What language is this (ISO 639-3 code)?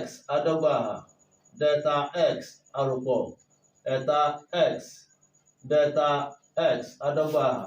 yor